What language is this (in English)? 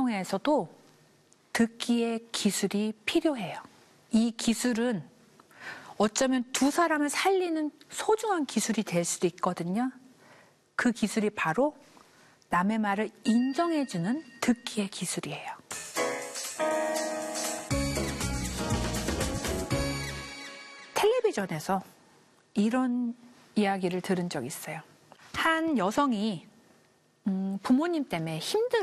Korean